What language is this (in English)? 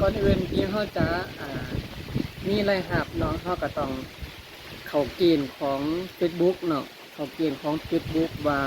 Lao